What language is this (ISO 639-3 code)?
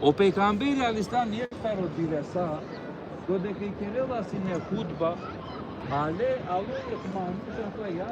rmn